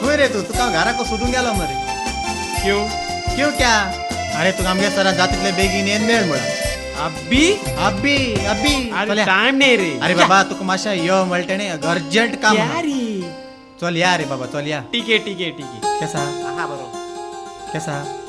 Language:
Konkani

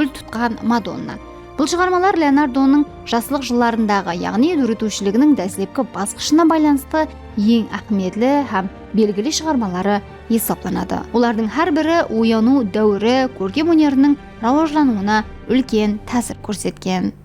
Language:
Kara-Kalpak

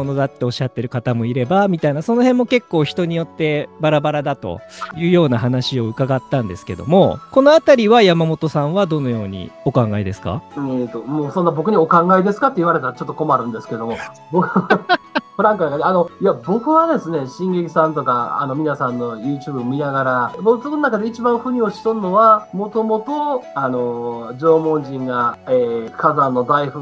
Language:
Japanese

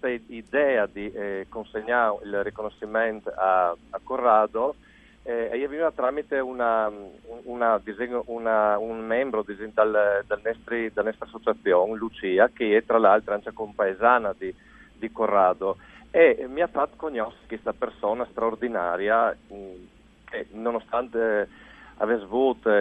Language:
Friulian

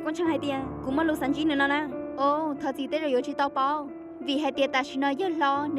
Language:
Hmong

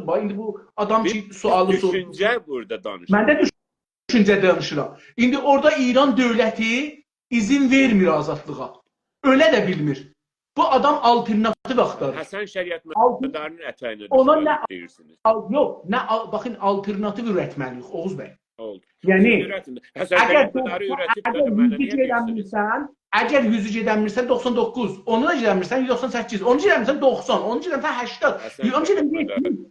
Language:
South Azerbaijani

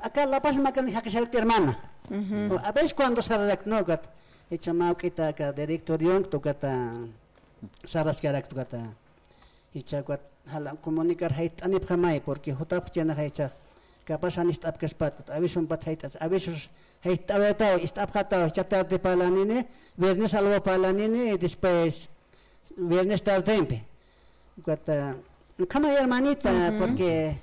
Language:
Aymara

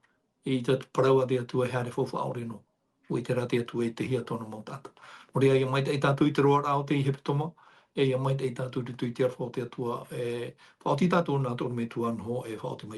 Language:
Tahitian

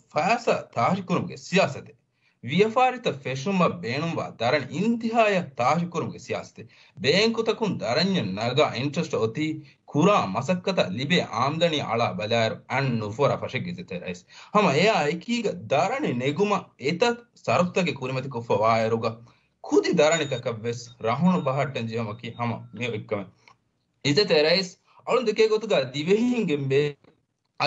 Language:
Divehi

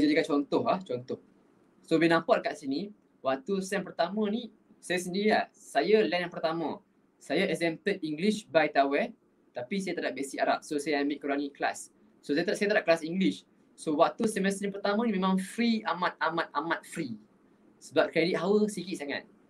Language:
Malay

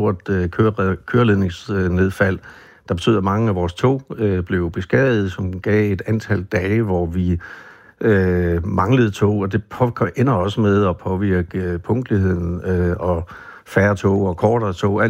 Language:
Danish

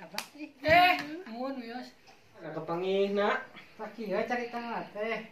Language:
Sundanese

